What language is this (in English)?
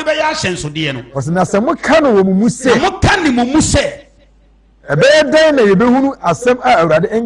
Akan